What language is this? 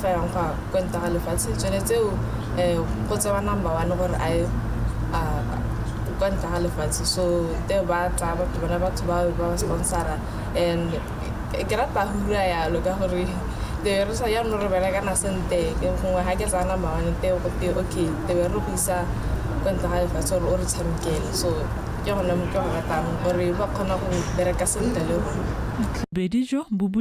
Tswana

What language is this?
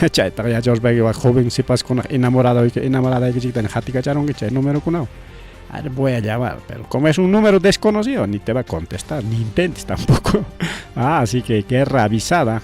Ayacucho Quechua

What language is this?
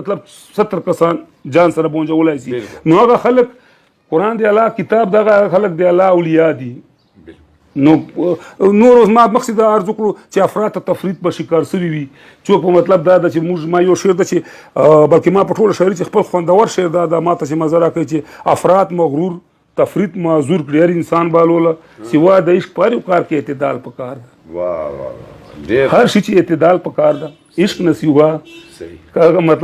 Pashto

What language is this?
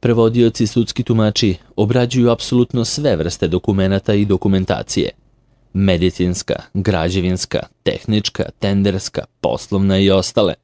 Serbian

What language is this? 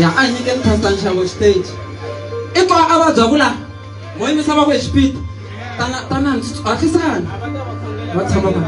Tsonga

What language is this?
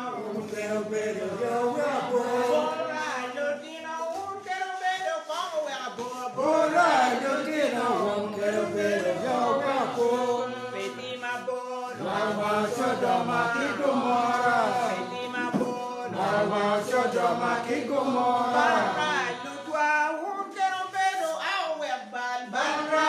Acoli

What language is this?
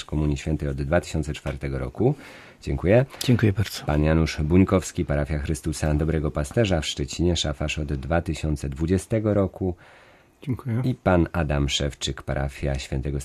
Polish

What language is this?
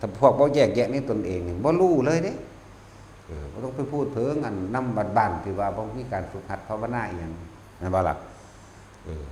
Northeastern Thai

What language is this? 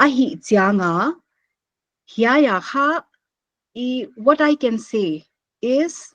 Paite Chin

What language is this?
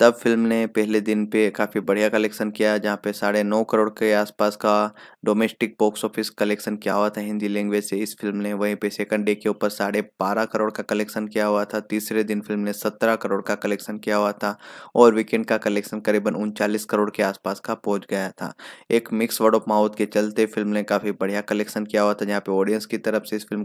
Hindi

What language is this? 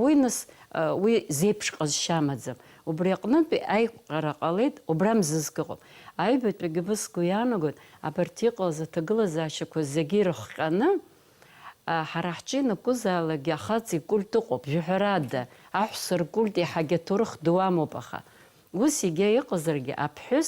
Abkhazian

